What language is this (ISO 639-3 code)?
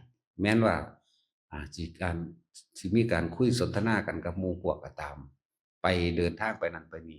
tts